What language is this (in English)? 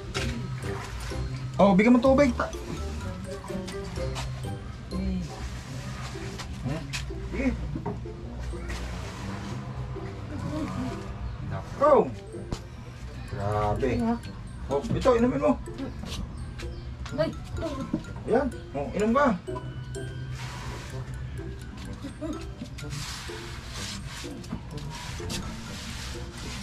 Filipino